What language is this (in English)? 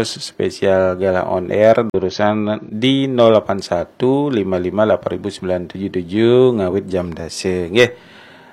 Balinese